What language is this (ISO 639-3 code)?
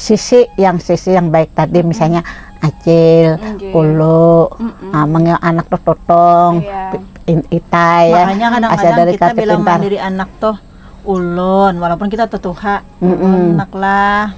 bjn